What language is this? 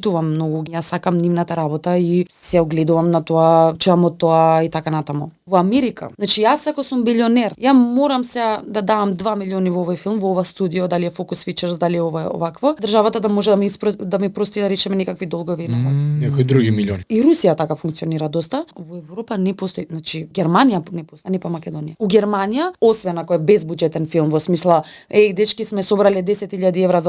Macedonian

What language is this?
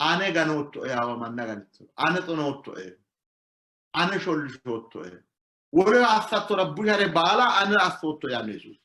Sidamo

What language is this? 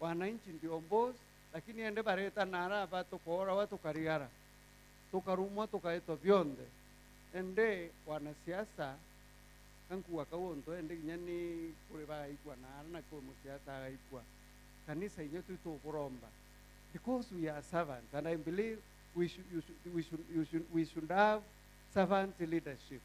Meru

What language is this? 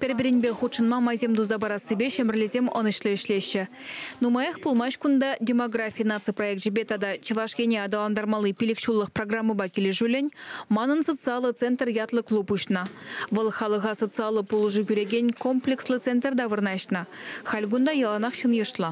Chuvash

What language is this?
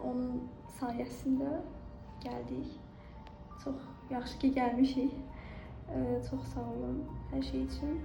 Azerbaijani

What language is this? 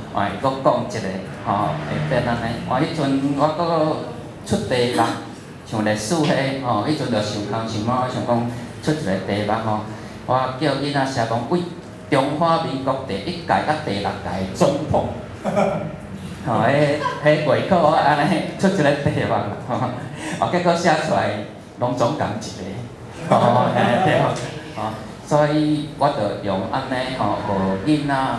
Min Nan Chinese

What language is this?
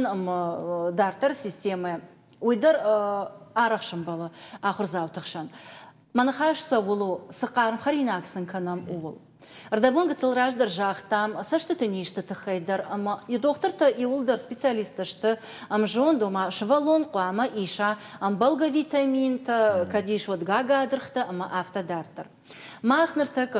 Ossetic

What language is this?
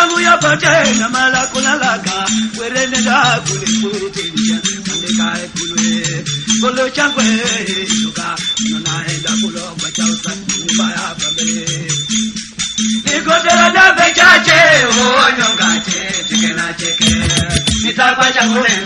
Swahili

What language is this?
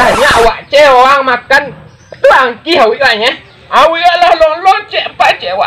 Minangkabau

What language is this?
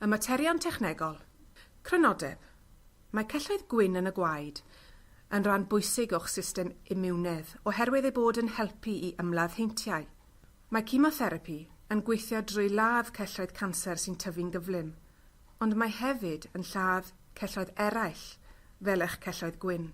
Welsh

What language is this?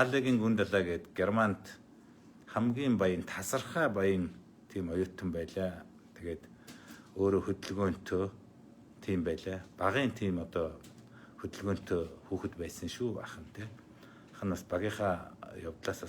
Mongolian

